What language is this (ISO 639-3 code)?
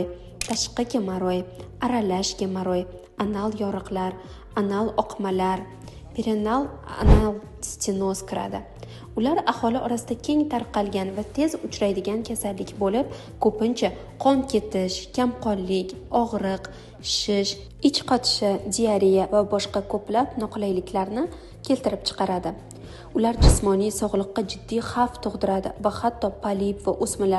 uzb